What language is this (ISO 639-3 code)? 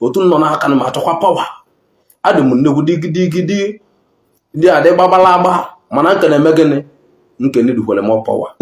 ibo